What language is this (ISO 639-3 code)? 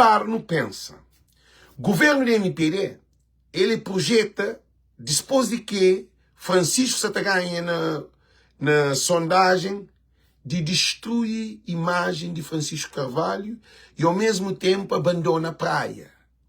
kea